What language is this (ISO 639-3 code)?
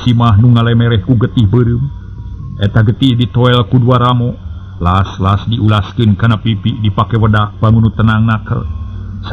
sun